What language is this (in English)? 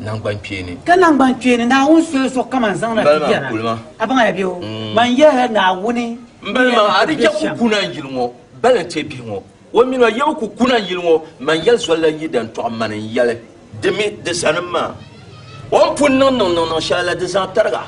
Dagbani